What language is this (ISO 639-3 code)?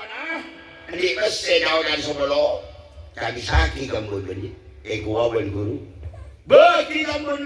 mad